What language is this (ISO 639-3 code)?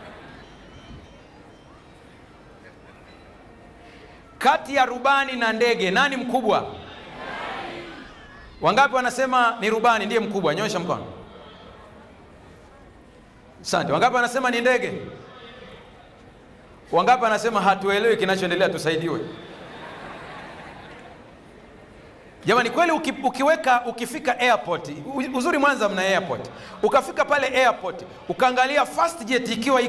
swa